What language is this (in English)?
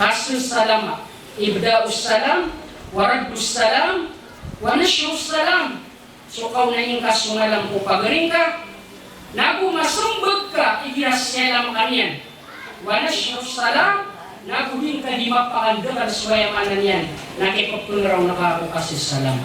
Maranao